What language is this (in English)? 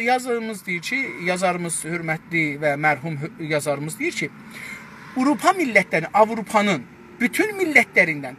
South Azerbaijani